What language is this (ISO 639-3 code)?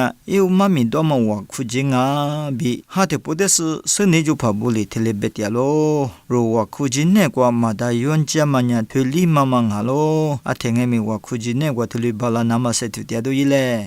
lis